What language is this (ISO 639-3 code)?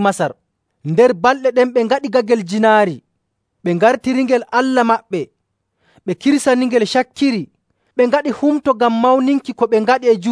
fuv